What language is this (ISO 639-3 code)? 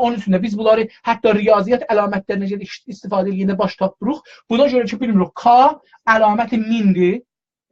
azb